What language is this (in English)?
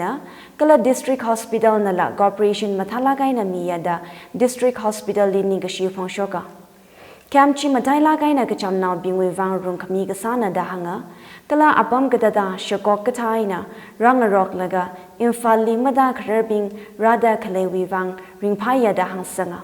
Tangkhul Naga (India)